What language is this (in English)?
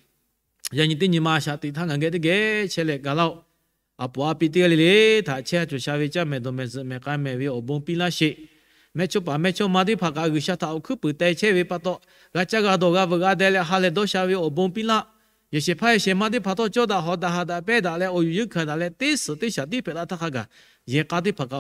Lahu